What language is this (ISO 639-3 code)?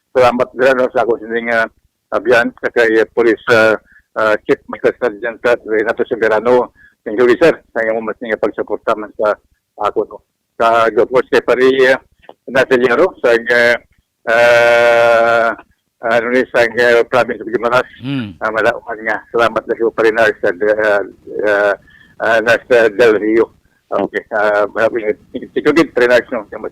hil